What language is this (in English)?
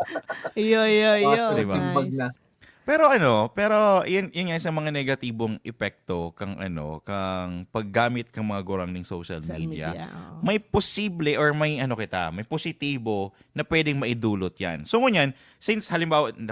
Bikol